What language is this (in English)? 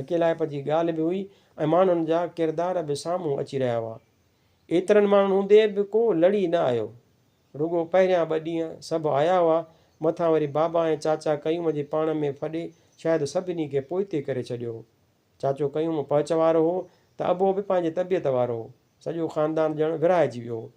Sindhi